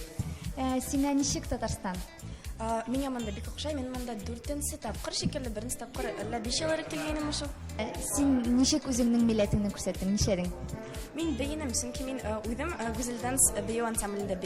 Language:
Tatar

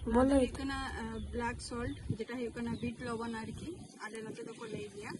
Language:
Santali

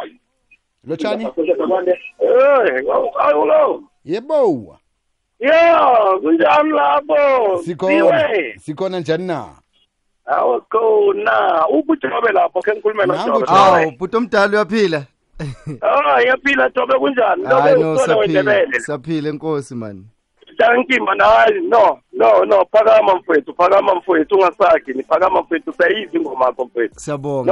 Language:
Zulu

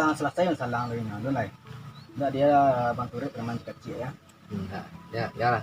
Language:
Minangkabau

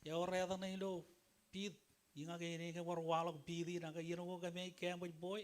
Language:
Marshallese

